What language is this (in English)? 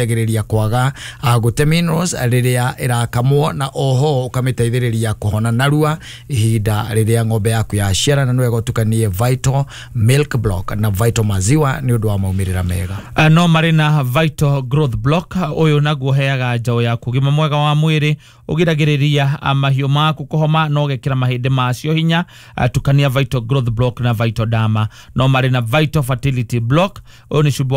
Kikuyu